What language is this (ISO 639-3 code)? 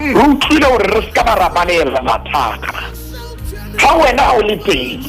sot